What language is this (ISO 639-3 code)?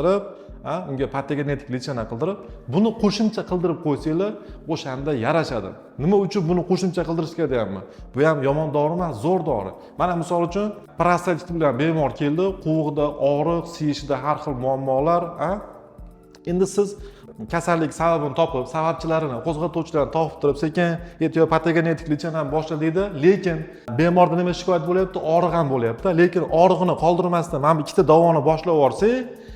uzb